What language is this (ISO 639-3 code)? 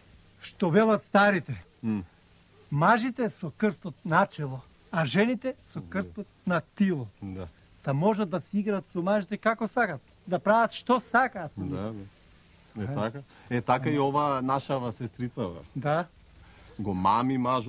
mkd